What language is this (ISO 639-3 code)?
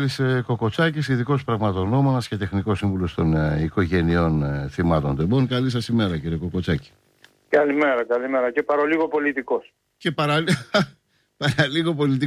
ell